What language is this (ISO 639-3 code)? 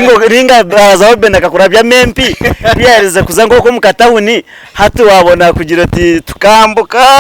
nyn